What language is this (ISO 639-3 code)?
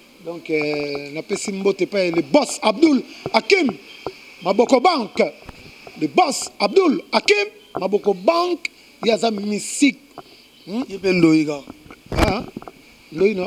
lin